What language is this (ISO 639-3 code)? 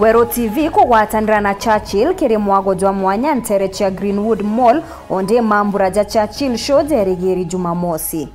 mer